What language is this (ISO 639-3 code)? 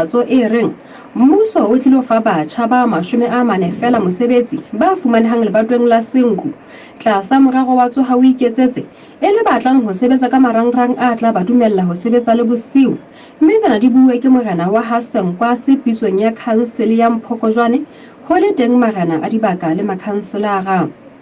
sot